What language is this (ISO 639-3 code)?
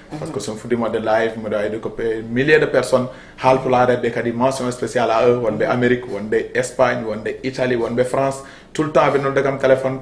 ful